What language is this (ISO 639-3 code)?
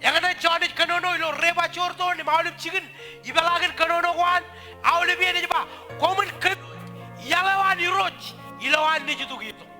mah